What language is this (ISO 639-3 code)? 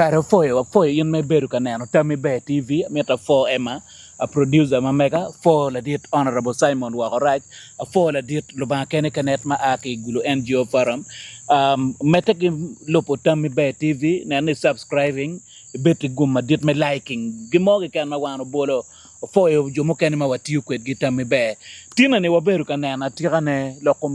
ach